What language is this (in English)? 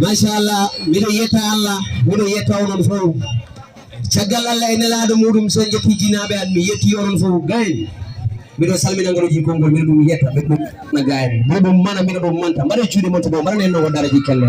Fula